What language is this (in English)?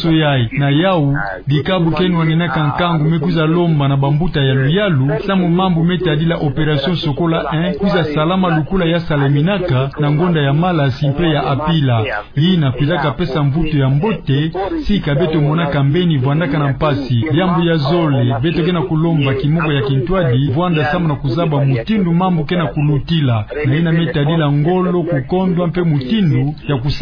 Kituba (Democratic Republic of Congo)